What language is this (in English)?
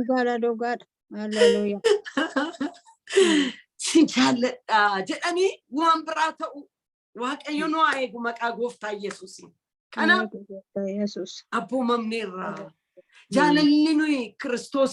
Oromo